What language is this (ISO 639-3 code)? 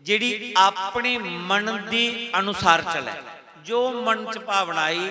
doi